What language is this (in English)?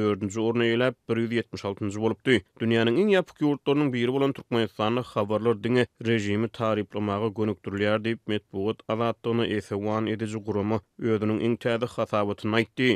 Turkmen